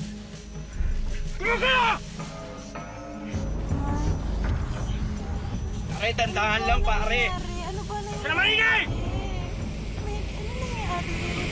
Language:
Filipino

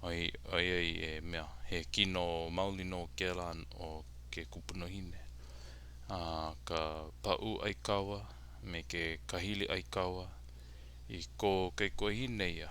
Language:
Hawaiian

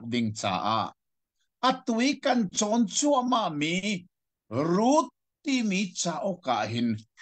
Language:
Hakha Chin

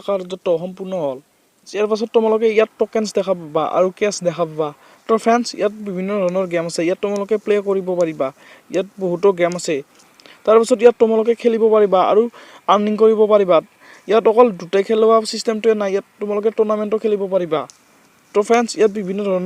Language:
Assamese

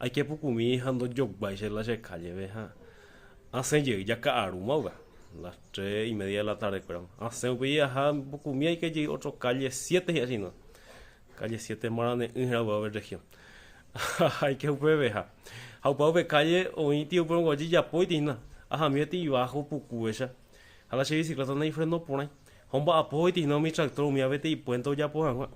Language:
Guarani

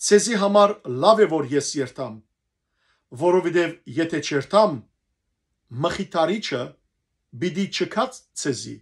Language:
Western Armenian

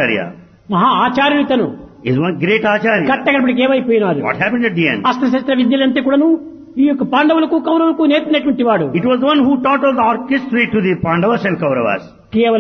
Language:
Telugu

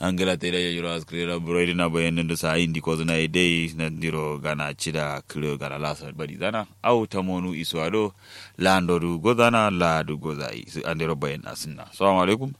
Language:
Kanuri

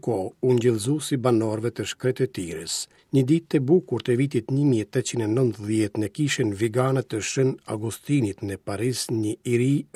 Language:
Albanian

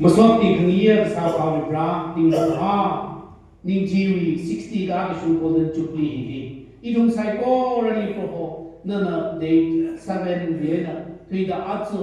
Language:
Tangkhul Naga (India)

